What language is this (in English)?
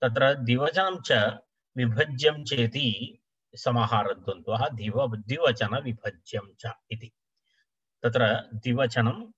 Sanskrit